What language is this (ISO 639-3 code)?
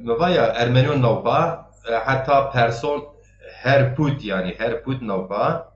zza